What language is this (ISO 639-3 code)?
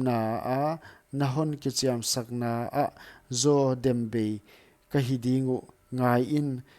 pck